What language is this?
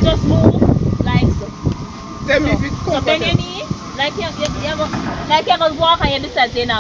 Jamaican Creole English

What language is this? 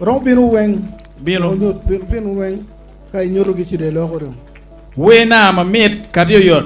Acoli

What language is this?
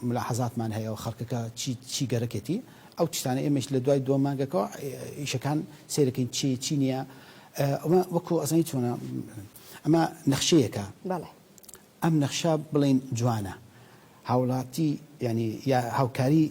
Central Kurdish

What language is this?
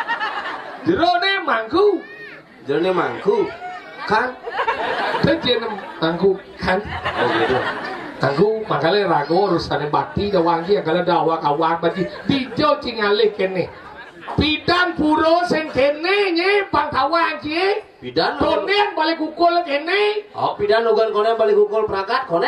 Balinese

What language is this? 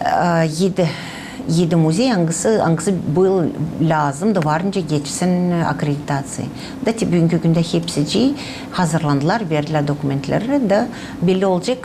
Gagauz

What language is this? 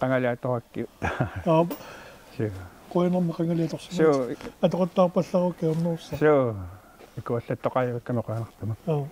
Kalaallisut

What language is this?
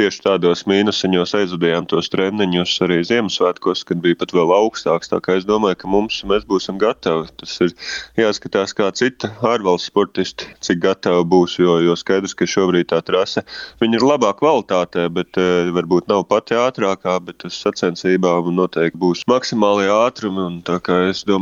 Latvian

